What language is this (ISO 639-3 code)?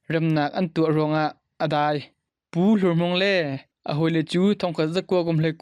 cnh